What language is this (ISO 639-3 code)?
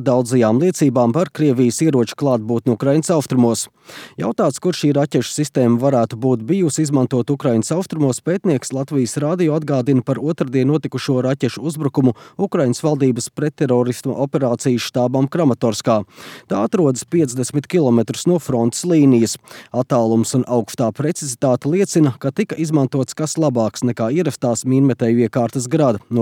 lav